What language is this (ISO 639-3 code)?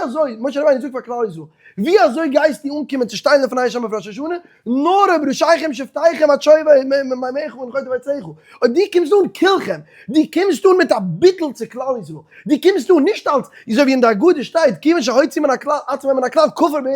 yid